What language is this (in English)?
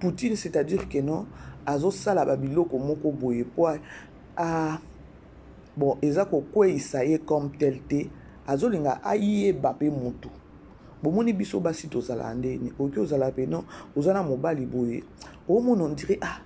Lingala